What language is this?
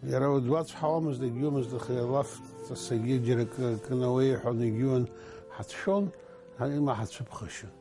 Abkhazian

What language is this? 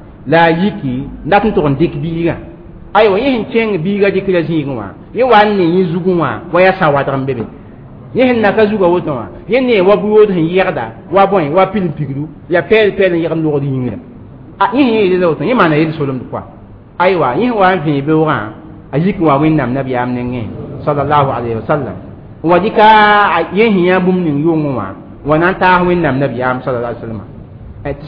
Mossi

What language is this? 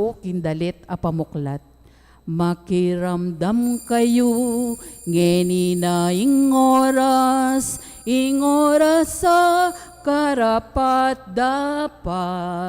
Pampanga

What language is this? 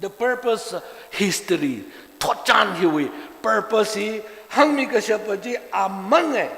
Tangkhul Naga (India)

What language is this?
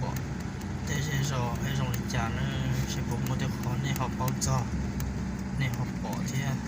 Hmong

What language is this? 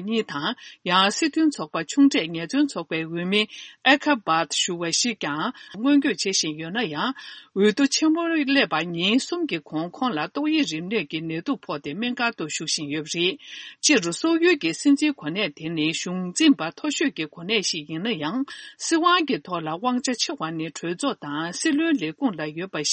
Tibetan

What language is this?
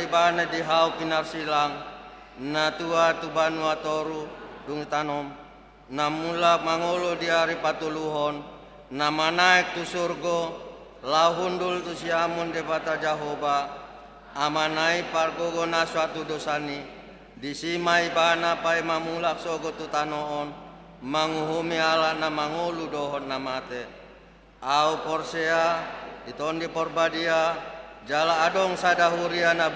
Batak Toba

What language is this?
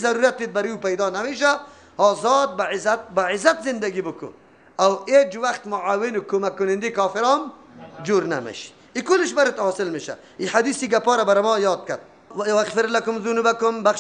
Persian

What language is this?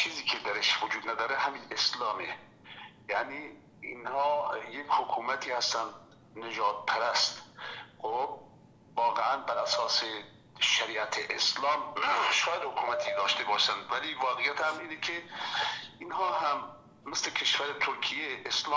Persian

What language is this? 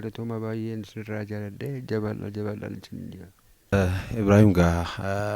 Oromo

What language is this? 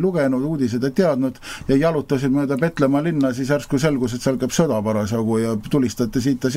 Estonian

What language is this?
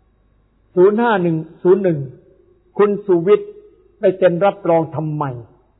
Thai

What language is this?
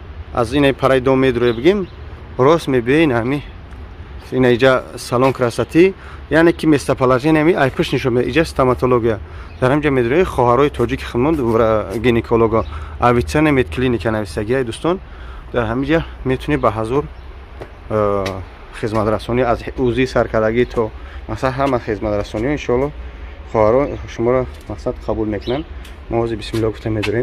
Tajik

